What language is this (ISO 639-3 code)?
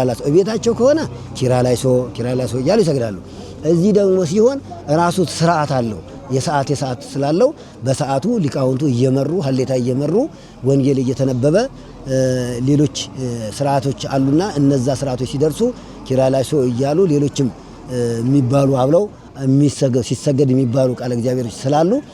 amh